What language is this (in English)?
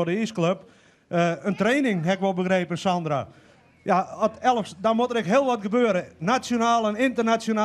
Western Frisian